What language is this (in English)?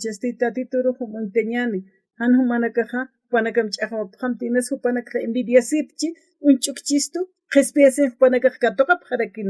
Aymara